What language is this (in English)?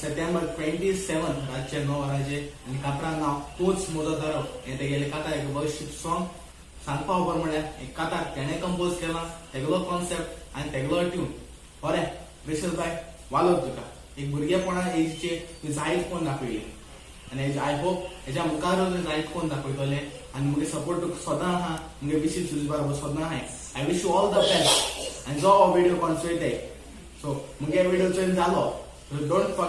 Konkani